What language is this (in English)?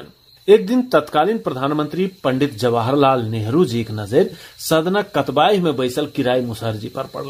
Maithili